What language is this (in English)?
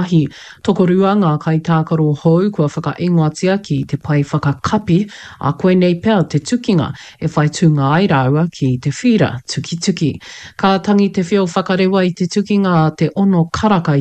Māori